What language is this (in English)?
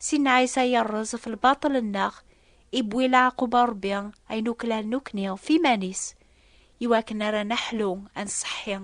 Kabyle